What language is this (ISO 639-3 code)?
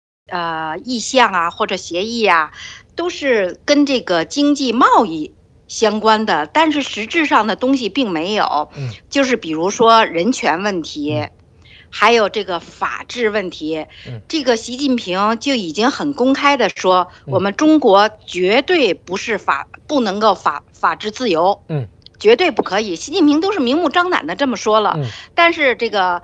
zho